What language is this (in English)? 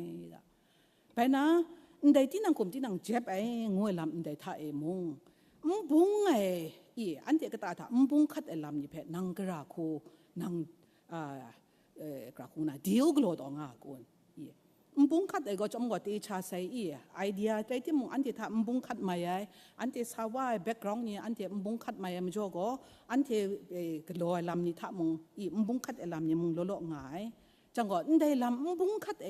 Kachin